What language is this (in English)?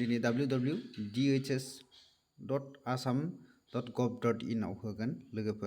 Bodo